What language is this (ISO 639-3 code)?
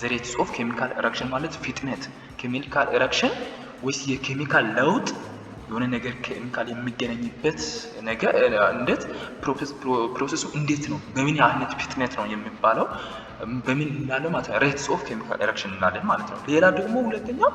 amh